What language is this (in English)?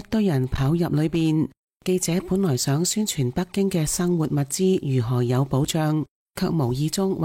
Cantonese